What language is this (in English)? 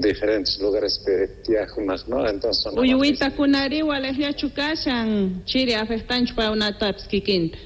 South Bolivian Quechua